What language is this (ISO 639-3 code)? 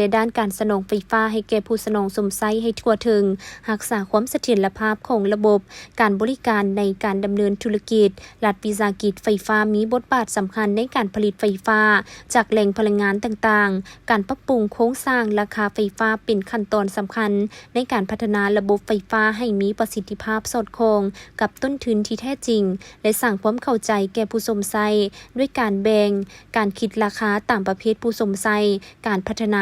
lao